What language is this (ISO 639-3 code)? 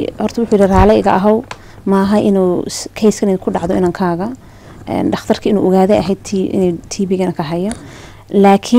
som